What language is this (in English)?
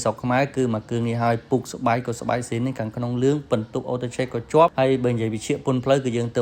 Khmer